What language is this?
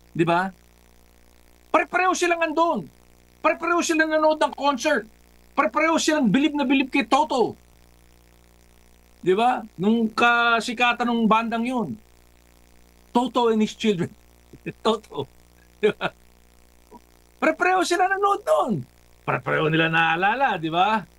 Filipino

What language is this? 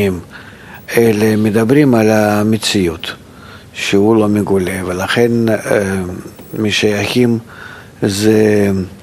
Hebrew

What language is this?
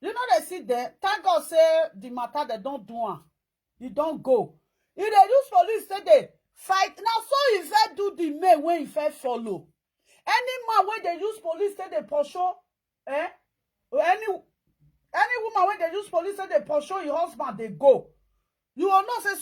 Nigerian Pidgin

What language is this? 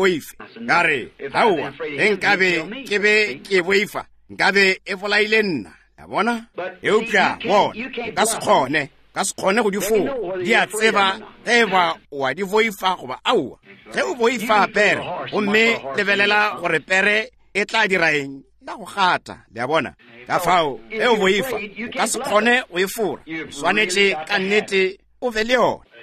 Northern Sotho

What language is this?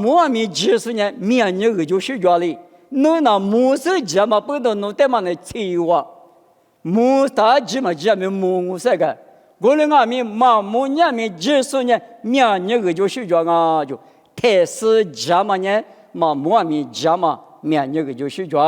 Lisu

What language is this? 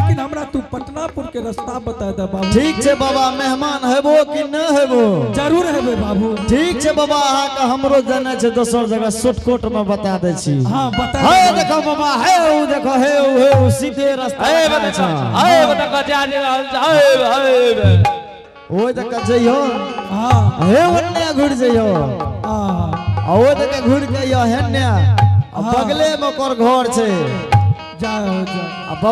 Angika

